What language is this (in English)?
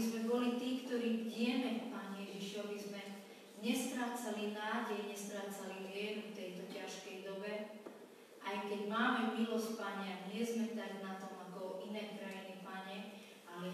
Slovak